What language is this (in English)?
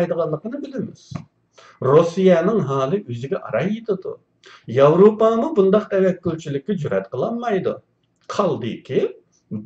Uyghur